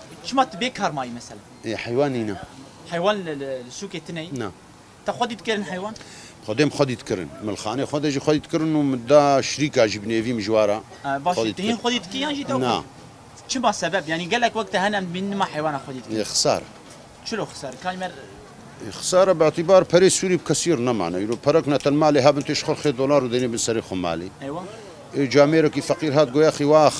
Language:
Kurdish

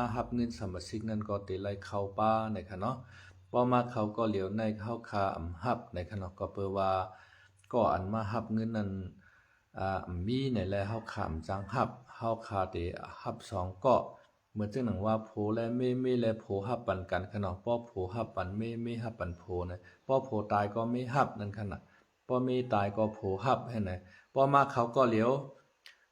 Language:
Shan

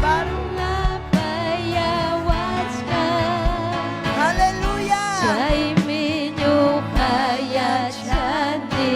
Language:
Ayacucho Quechua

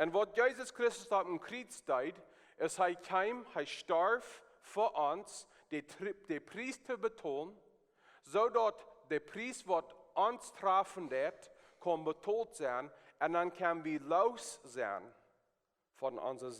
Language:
Plautdietsch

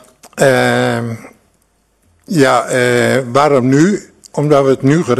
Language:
Dutch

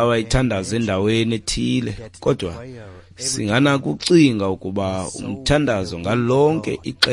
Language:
Xhosa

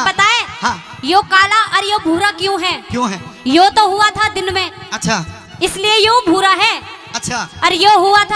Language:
Haryanvi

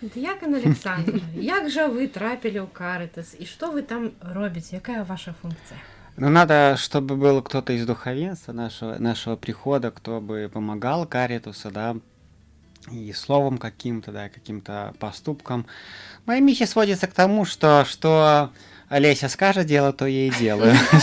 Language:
Belarusian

